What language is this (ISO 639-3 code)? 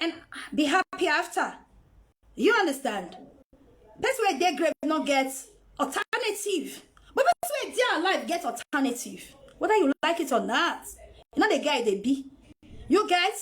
pcm